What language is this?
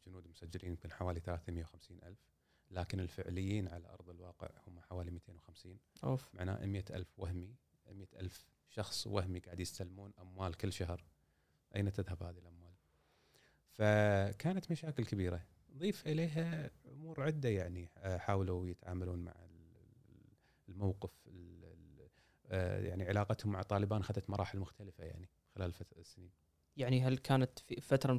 Gulf Arabic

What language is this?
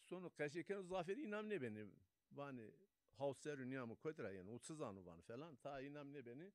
Zaza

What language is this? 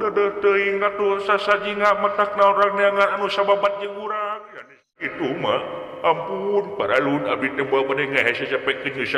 Sundanese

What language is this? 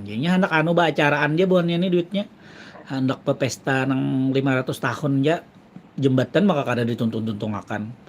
Banjar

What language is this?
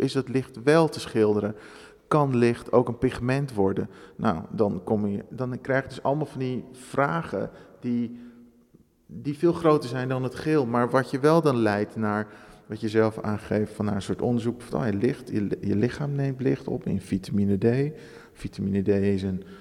Dutch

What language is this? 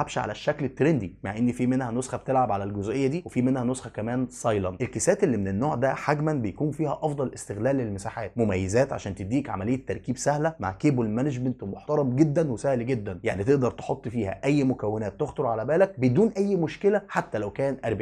Egyptian Arabic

